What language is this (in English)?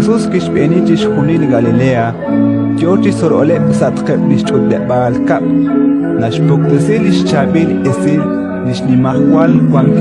Kekchí